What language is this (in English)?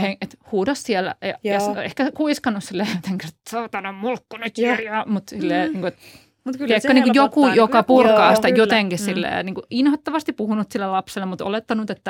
Finnish